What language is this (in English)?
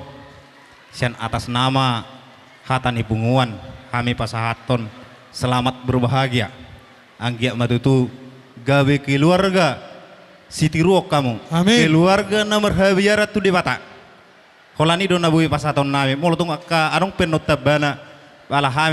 Batak Toba